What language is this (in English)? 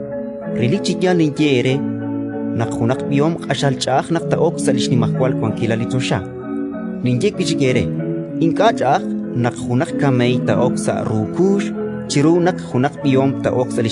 Kekchí